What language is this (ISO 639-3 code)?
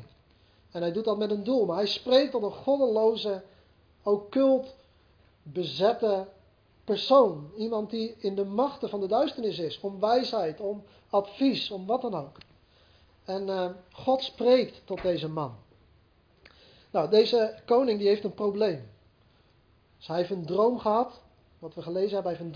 nld